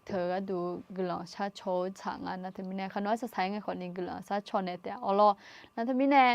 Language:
Akha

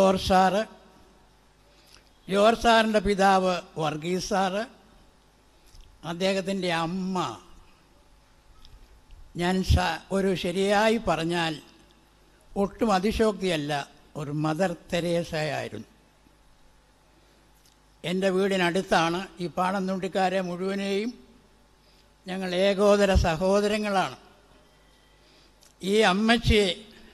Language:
Malayalam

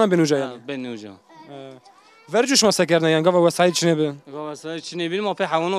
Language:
Zaza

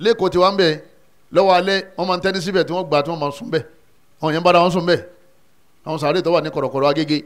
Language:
Yoruba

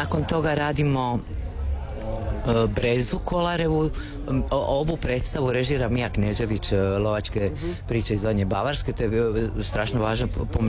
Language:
Croatian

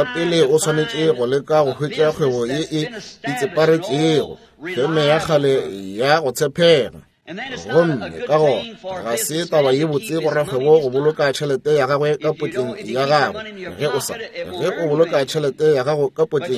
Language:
Northern Sotho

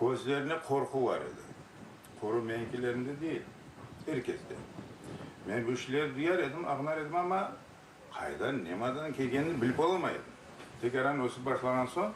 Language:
Crimean Tatar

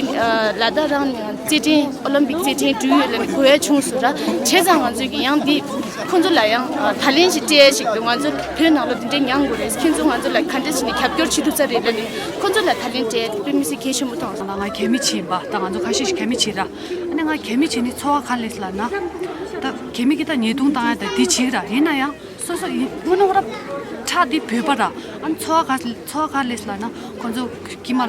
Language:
Tibetan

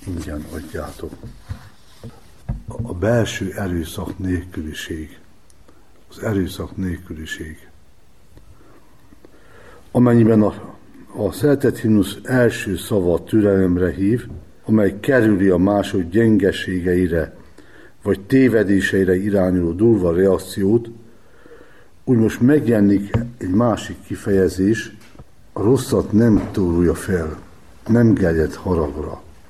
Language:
Hungarian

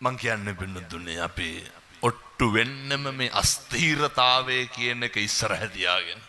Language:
Sinhala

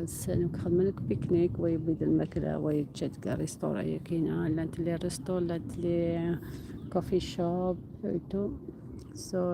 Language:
Algerian Arabic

